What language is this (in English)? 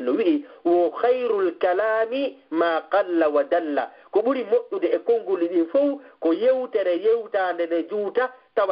Fula